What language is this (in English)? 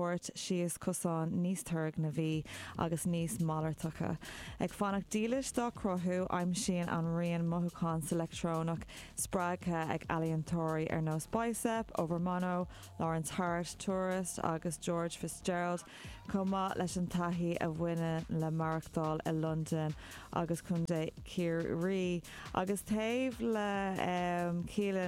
Irish